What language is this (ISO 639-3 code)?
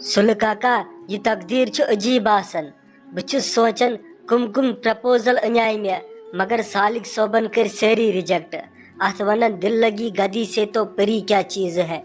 kas